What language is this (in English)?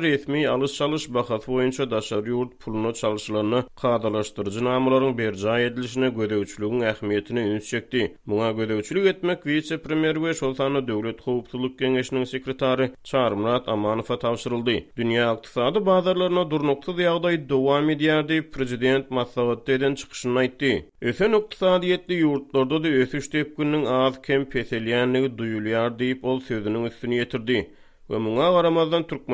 Turkmen